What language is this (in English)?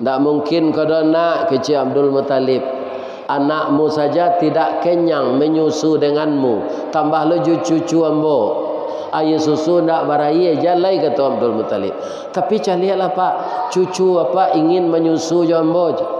Minangkabau